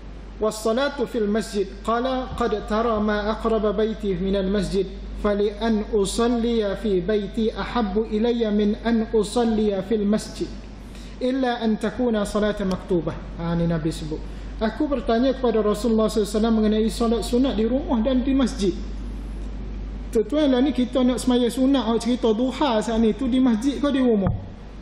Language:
Malay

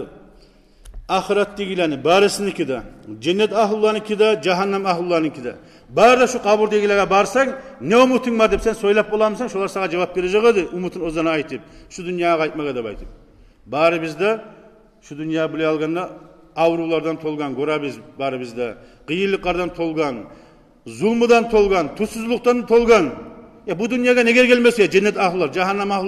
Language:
Kumyk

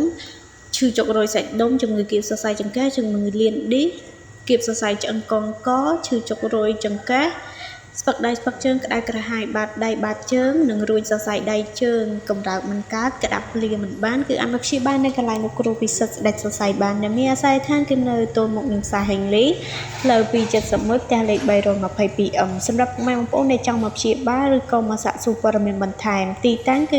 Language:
Khmer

